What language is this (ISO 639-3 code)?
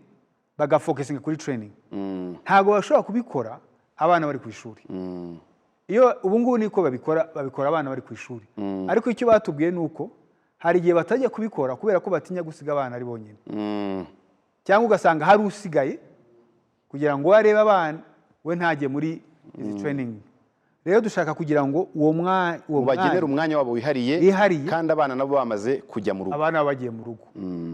kin